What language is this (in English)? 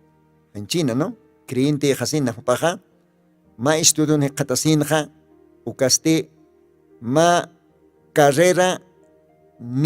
Aymara